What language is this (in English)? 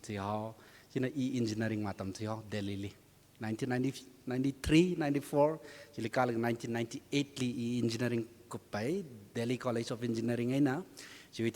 Tangkhul Naga (India)